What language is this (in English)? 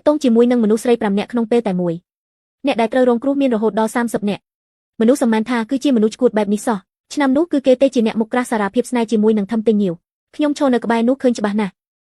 Khmer